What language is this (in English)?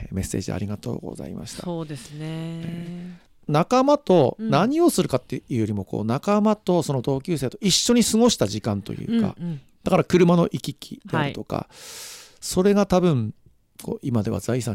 Japanese